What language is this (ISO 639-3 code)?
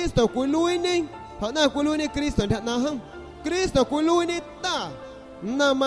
azg